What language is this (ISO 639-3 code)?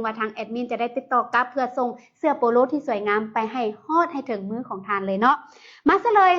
lao